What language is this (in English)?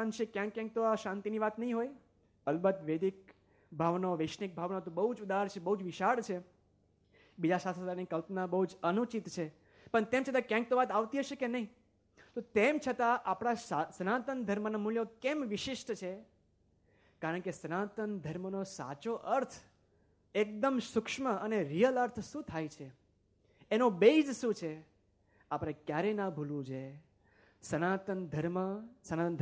Gujarati